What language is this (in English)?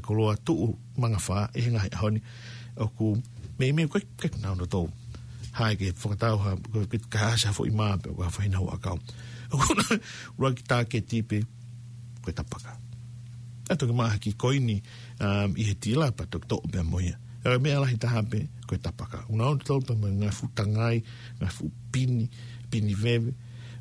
Tongan